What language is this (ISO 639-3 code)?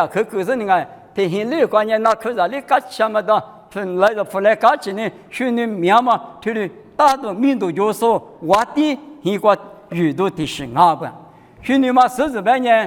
lis